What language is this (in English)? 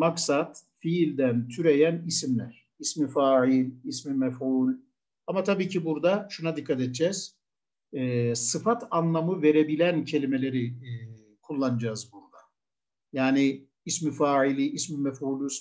Turkish